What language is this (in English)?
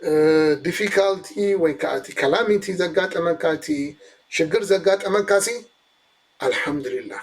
Tigrinya